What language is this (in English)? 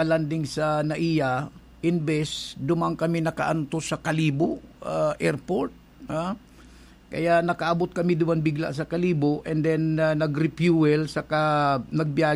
Bikol